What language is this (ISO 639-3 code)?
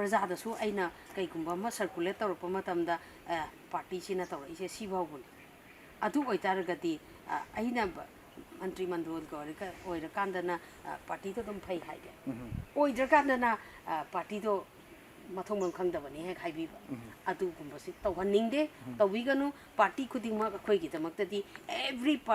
mni